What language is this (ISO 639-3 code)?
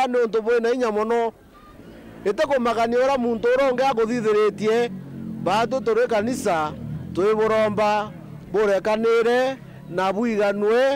mer